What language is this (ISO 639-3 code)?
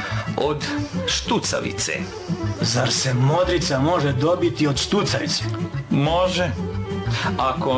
srp